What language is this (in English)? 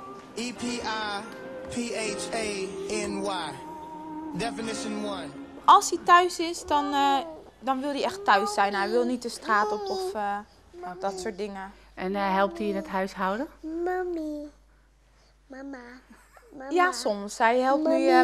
Dutch